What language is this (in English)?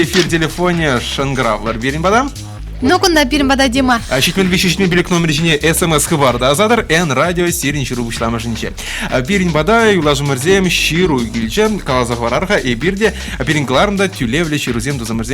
Chuvash